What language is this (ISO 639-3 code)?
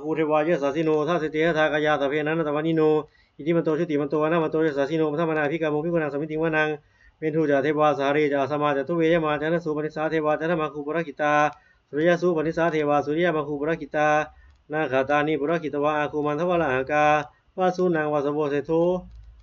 pli